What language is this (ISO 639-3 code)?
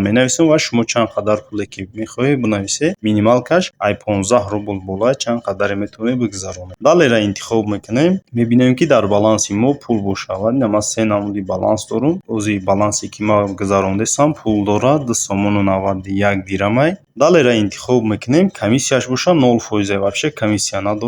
tgk